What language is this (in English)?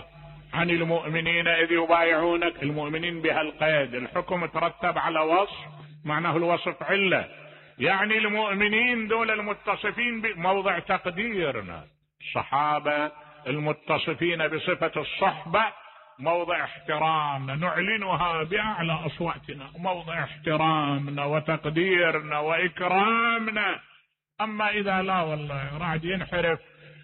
Mesopotamian Arabic